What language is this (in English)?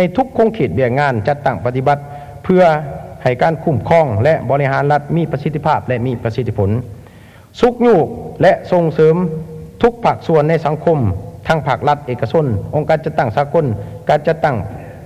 Lao